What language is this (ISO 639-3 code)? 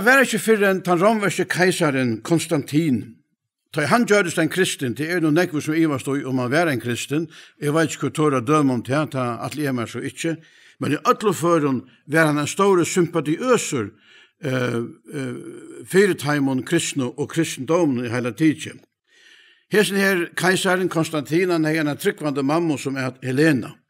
fao